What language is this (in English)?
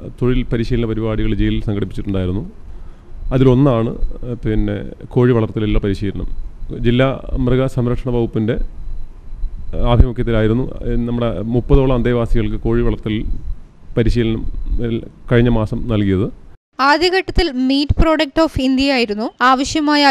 Malayalam